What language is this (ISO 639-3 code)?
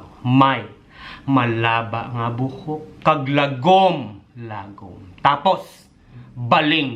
hil